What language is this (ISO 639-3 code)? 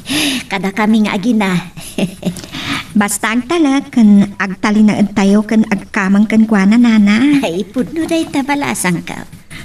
ilo